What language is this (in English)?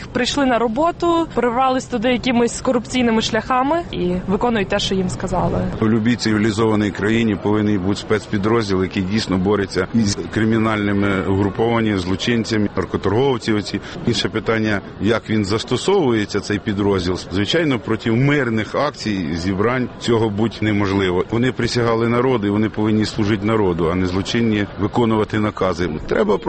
Ukrainian